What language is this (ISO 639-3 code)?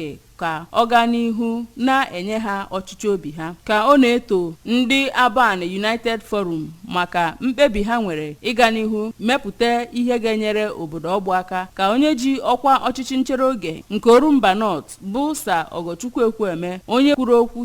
ibo